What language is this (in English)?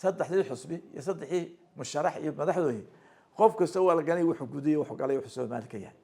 Somali